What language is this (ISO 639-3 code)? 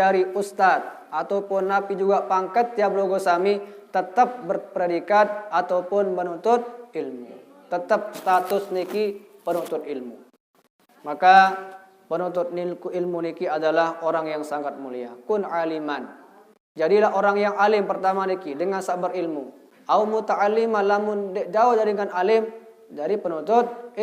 sas